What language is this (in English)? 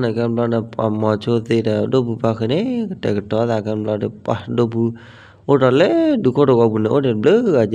S'gaw Karen